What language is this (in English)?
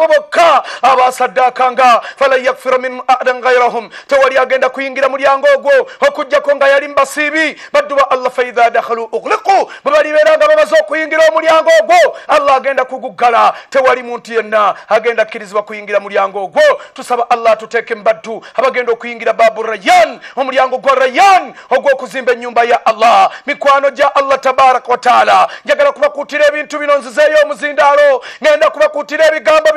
Ganda